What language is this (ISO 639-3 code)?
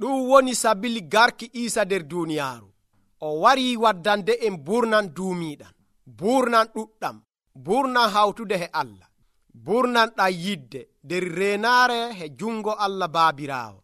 fuv